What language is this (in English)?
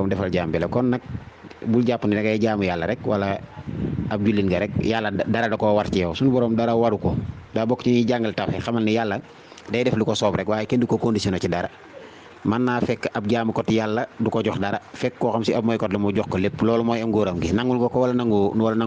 Wolof